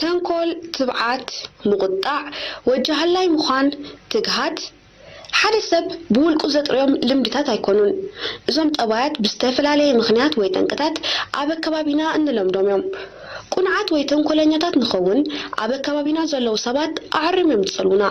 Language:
Tigrinya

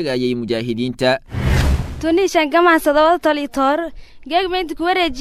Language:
Somali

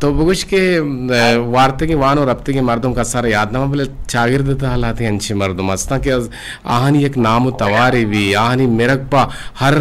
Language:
Eastern Balochi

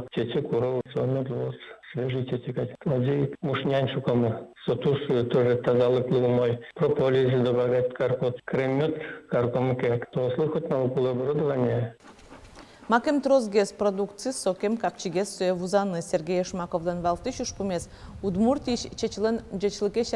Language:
Udmurt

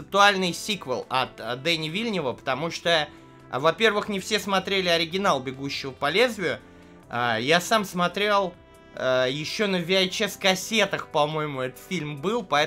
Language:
Russian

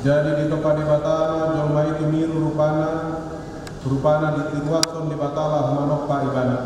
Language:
Batak Toba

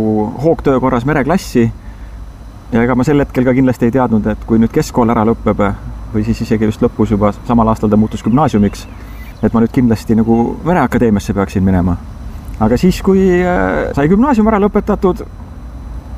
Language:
Estonian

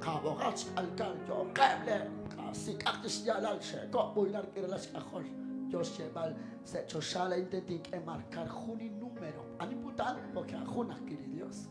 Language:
Kekchí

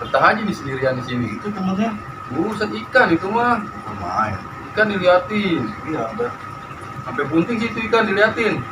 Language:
Betawi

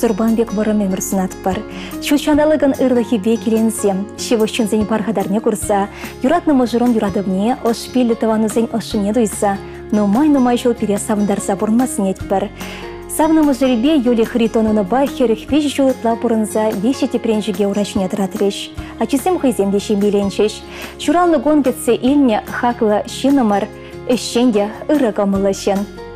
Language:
Chuvash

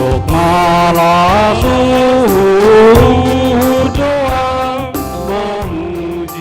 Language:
Batak Simalungun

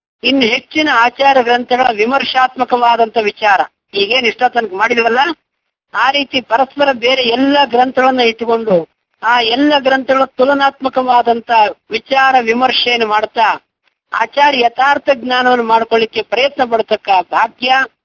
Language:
Kannada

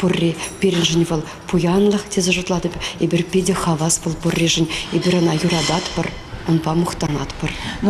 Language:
Chuvash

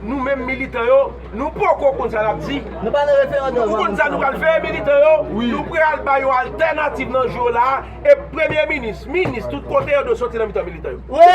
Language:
Haitian Creole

